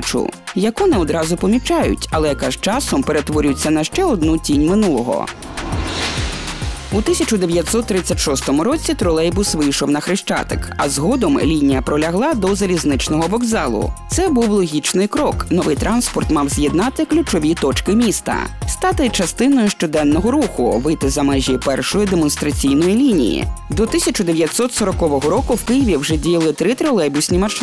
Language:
Ukrainian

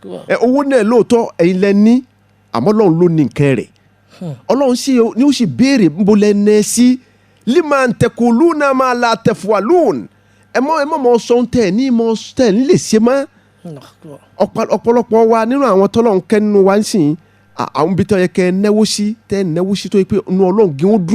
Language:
Yoruba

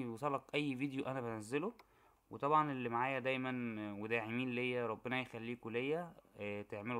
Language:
Egyptian Arabic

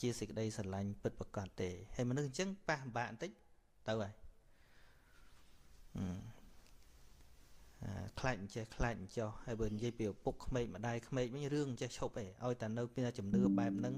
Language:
Khmer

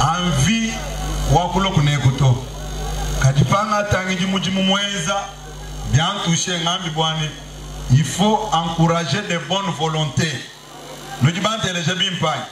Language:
Luba-Lulua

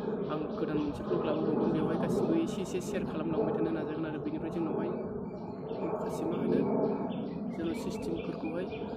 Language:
Bodo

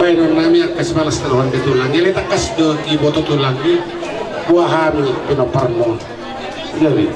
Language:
Batak Toba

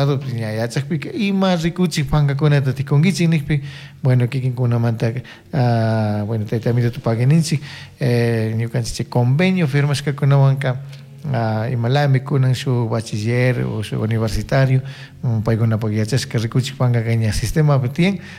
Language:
Chimborazo Highland Quichua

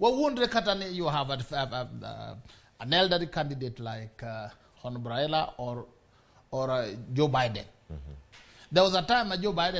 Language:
Luo (Kenya and Tanzania)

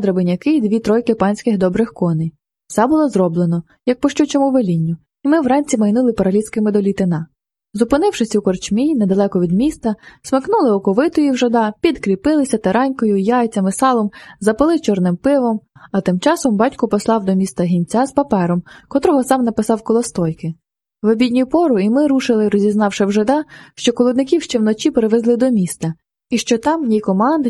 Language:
Ukrainian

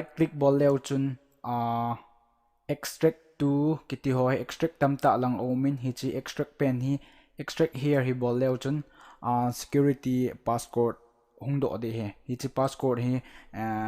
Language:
Thado Chin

